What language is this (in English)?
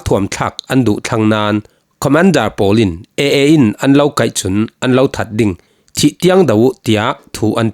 Falam Chin